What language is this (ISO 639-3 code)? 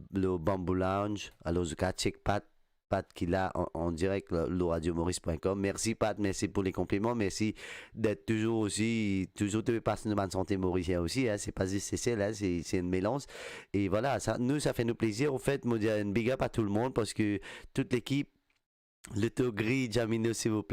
mfe